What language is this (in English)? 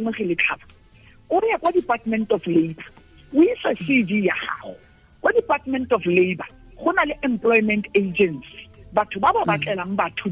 Tswana